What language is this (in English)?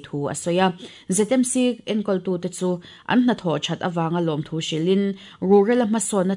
Mizo